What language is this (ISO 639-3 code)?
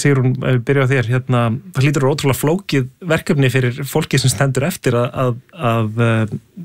isl